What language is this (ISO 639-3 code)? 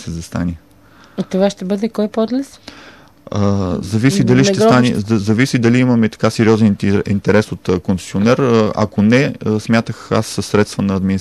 bul